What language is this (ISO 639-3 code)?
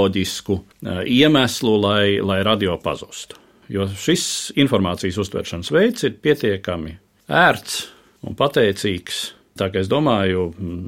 lav